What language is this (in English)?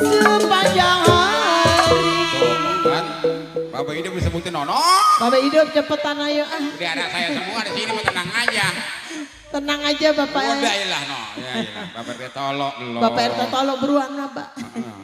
Betawi